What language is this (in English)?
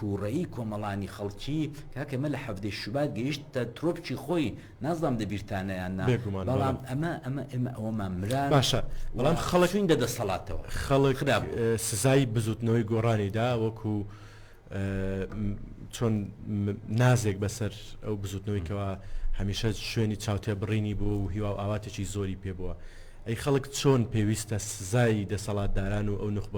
Central Kurdish